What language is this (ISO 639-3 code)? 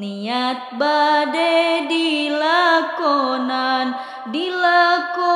sun